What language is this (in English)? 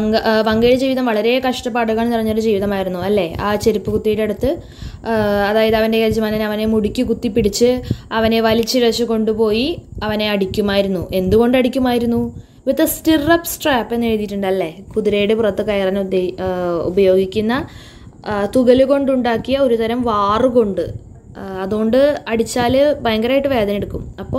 Malayalam